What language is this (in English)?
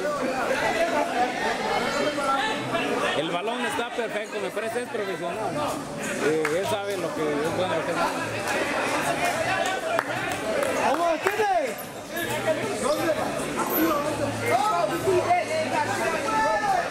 Spanish